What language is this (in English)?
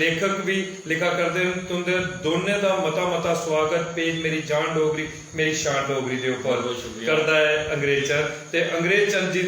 Dogri